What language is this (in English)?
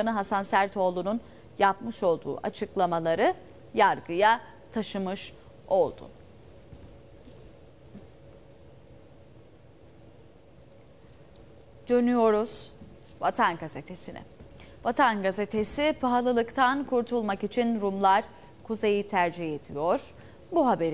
Turkish